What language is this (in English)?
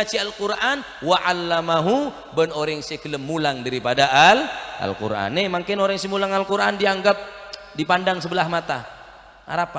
Madurese